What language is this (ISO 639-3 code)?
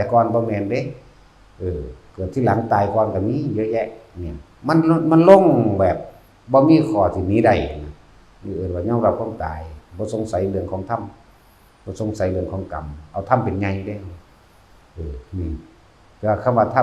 lao